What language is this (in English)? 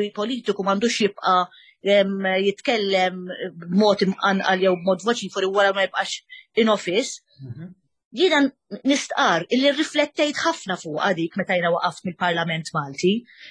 Maltese